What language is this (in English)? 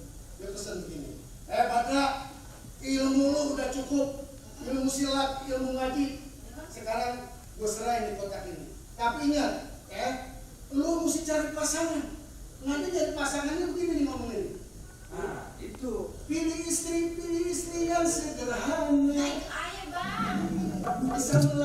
Betawi